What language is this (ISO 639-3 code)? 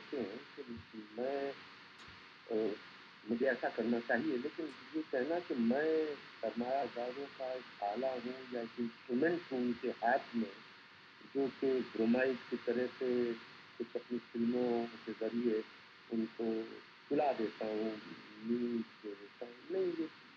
urd